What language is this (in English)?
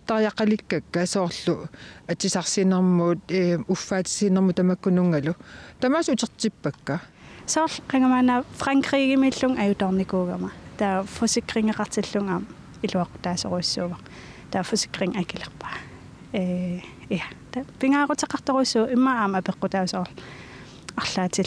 Kalaallisut